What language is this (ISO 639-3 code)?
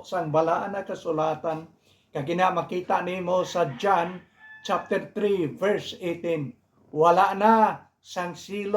hil